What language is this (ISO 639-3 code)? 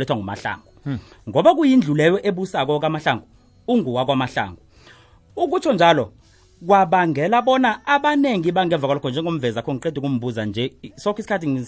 nbl